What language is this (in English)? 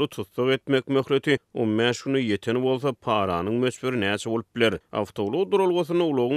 Turkmen